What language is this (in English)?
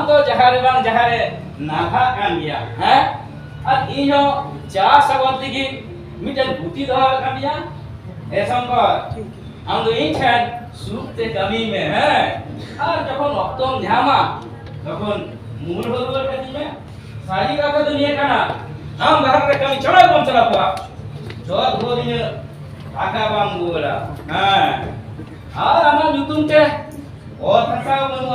Santali